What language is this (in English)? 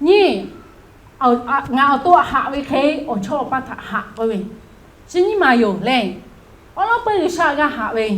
Lahu